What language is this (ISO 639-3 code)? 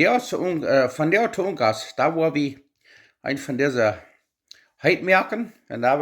pdt